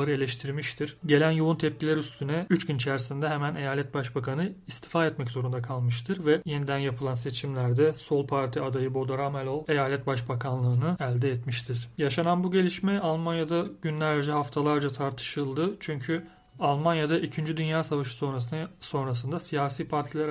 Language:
Turkish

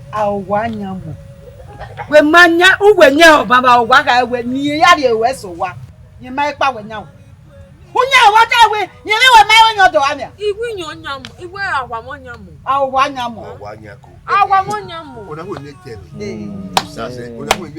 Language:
Bini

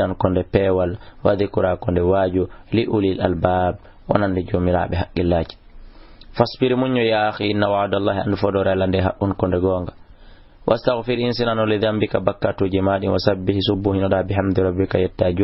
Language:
Fula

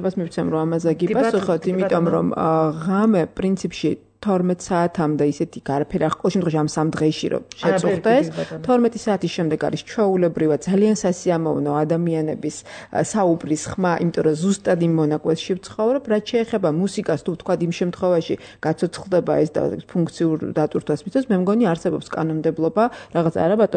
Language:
Georgian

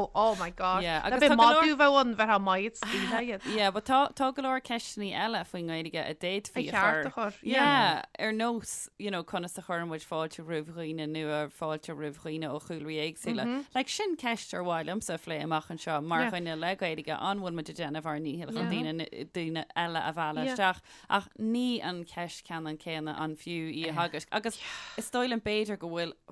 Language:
Irish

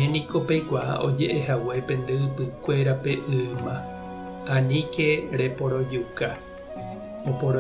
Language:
Guarani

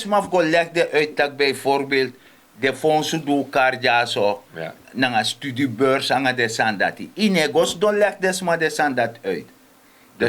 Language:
Sranan Tongo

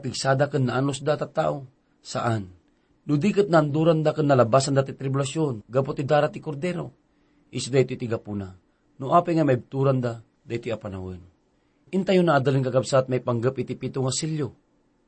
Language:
Iloko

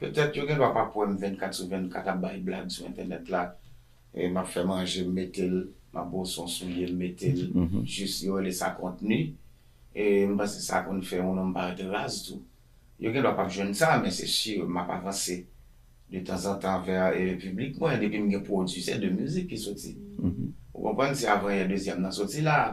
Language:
Haitian Creole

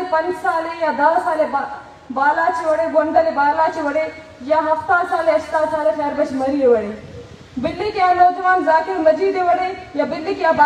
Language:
Baluchi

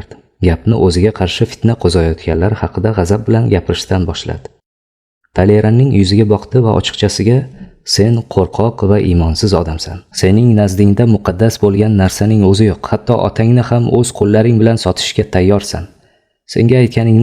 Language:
Uzbek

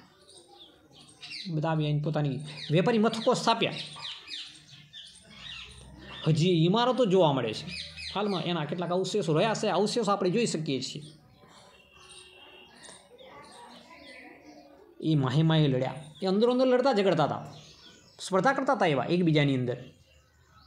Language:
Gujarati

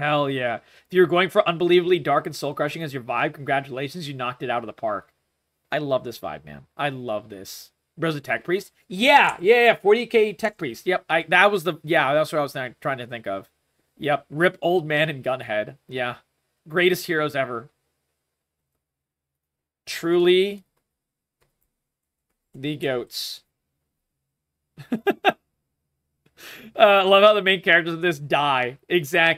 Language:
English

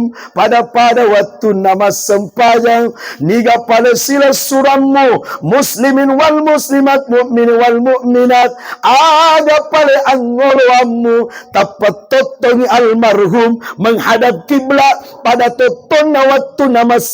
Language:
Buginese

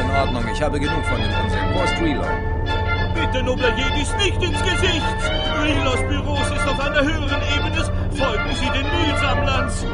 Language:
Bavarian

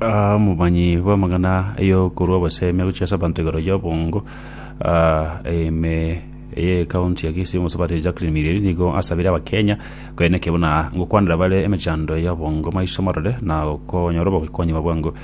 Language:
Gusii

